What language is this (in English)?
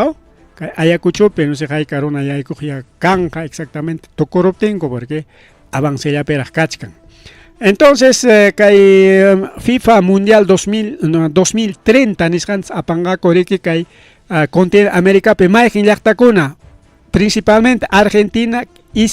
Ayacucho Quechua